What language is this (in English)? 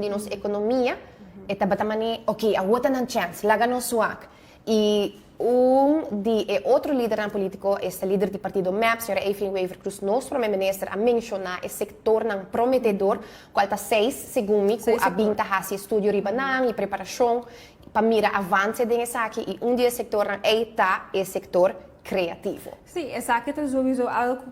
Papiamento